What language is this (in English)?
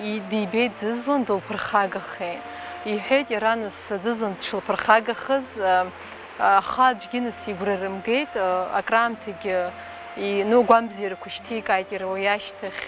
Abkhazian